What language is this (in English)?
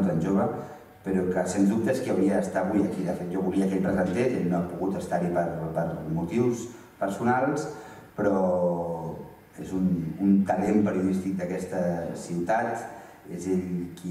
Catalan